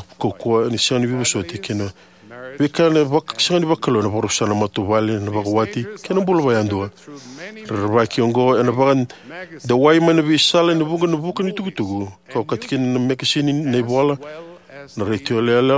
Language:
Fijian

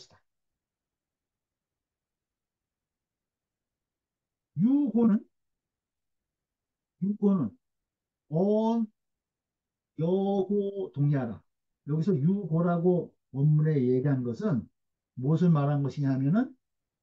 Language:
Korean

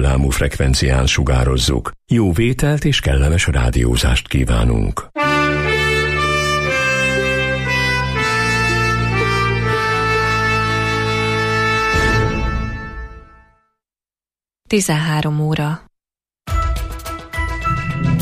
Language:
Hungarian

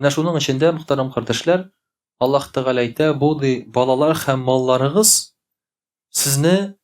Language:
Tatar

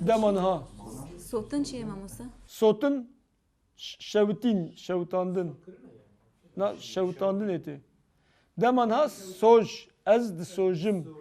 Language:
Kurdish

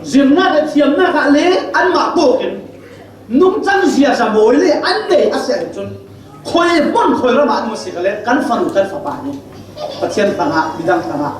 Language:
Falam Chin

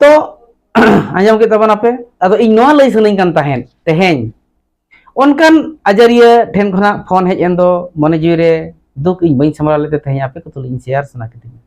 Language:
Santali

